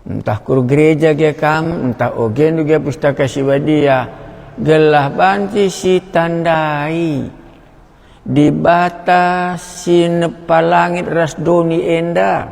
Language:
Batak Karo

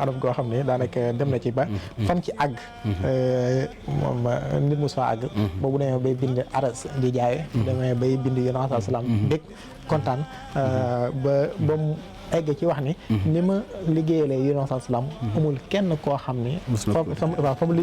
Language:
Wolof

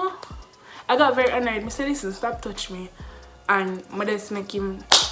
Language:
Jamaican Creole English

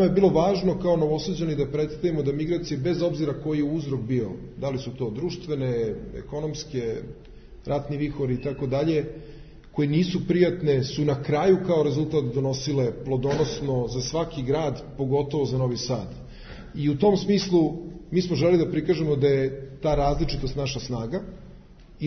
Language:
Serbian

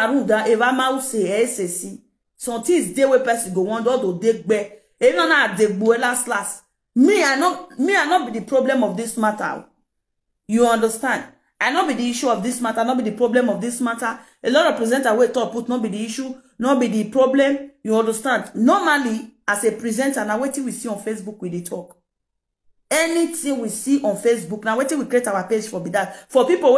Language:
Nigerian Pidgin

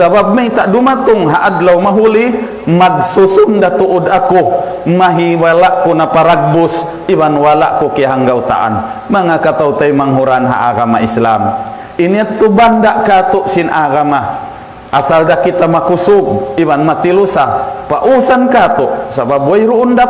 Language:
Tausug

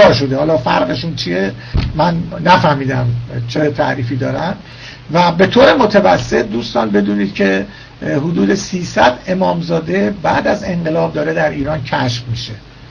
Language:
Persian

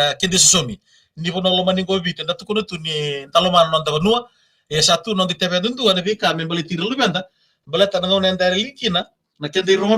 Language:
Fijian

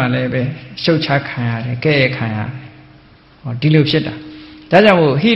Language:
Burmese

